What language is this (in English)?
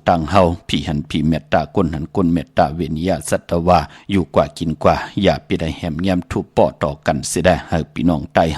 Shan